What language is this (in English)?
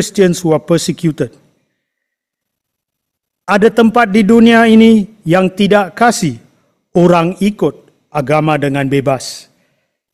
Malay